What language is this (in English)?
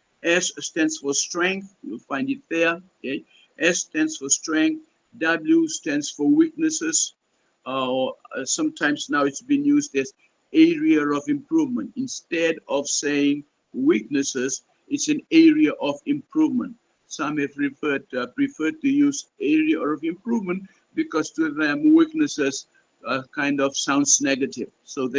Pohnpeian